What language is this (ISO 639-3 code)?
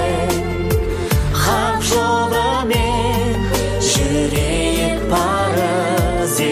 kaz